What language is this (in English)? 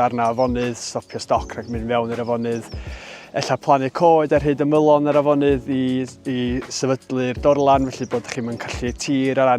Welsh